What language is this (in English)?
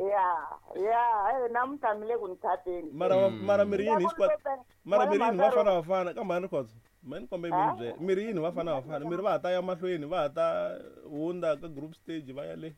Tsonga